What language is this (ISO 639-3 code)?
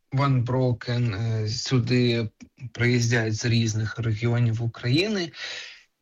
ukr